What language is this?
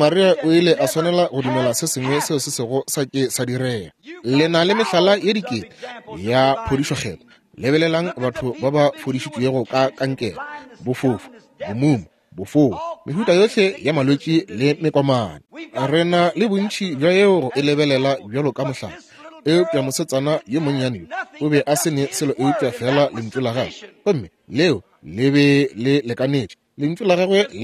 Northern Sotho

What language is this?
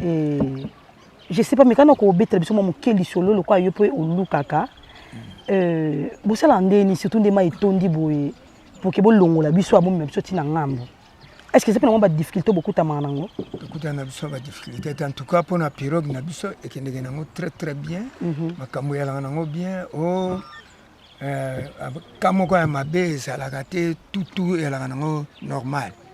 Lingala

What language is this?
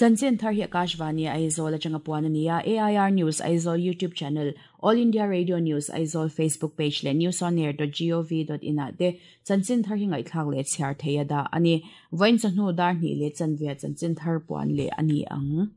Mizo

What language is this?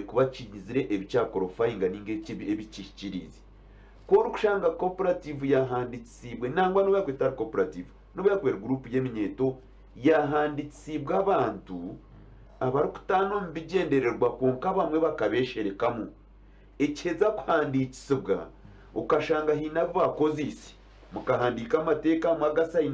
Nyankole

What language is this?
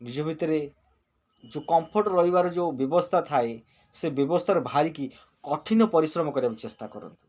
Odia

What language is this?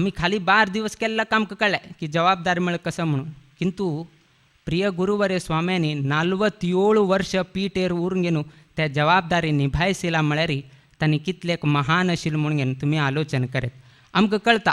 Konkani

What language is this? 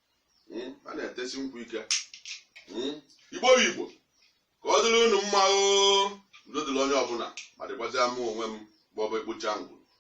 Igbo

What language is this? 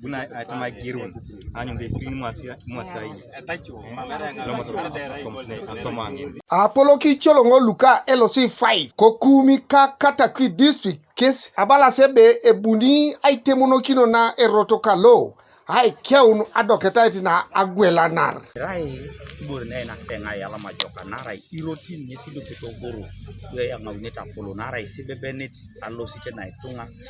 Teso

